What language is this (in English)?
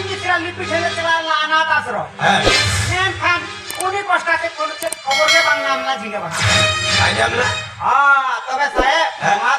Santali